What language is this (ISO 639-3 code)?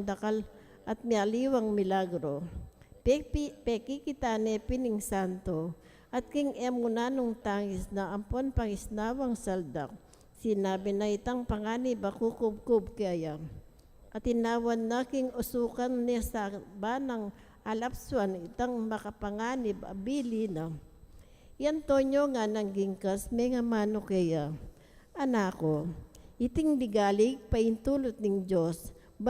pam